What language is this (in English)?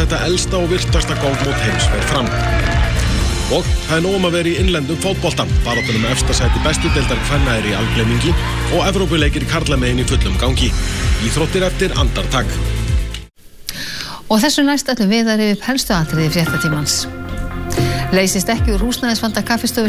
Icelandic